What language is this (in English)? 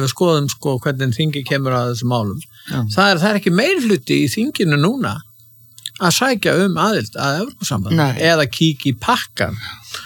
Icelandic